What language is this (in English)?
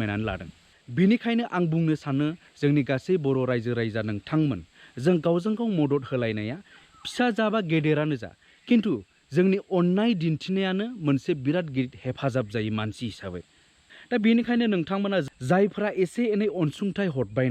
Bodo